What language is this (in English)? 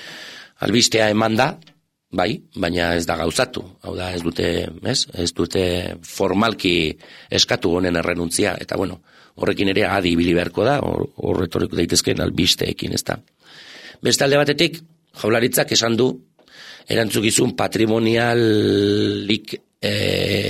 Basque